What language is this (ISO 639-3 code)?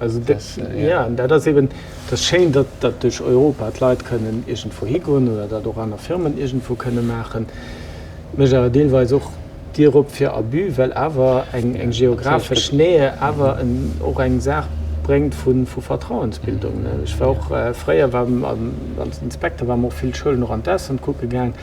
ltz